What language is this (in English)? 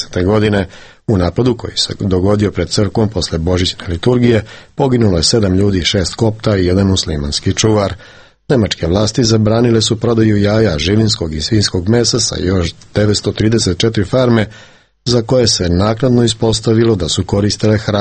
Serbian